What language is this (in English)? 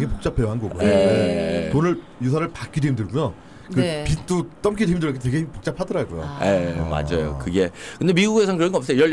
Korean